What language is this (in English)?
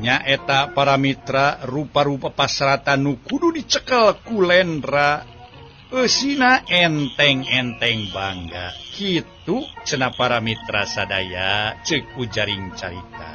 Sundanese